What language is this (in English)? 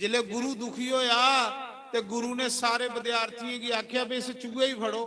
Dogri